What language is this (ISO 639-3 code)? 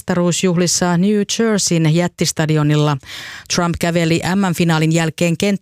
fin